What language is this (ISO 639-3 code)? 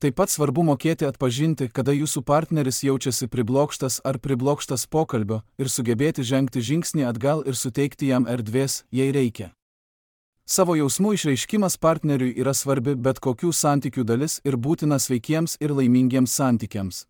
lit